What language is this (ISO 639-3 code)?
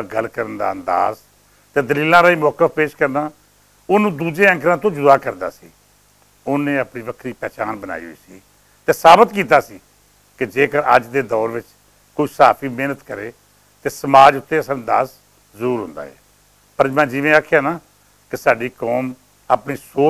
lah